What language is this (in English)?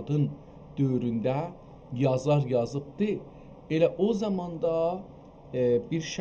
South Azerbaijani